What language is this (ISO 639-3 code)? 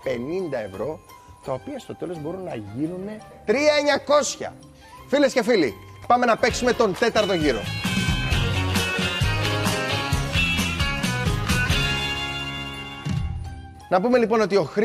ell